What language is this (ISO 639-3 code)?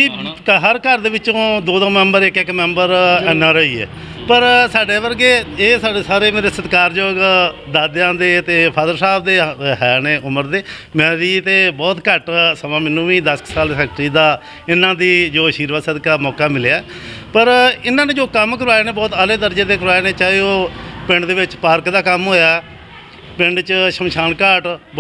pan